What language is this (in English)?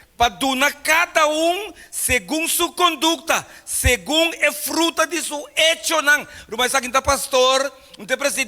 Papiamento